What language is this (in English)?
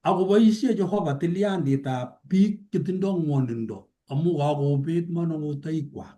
Kalenjin